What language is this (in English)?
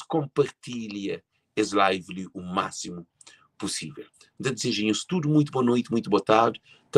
Kabuverdianu